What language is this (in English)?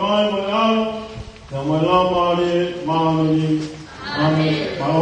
Tongan